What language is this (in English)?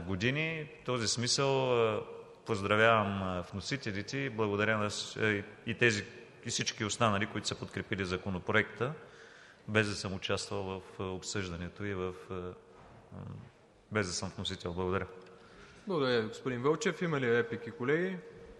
Bulgarian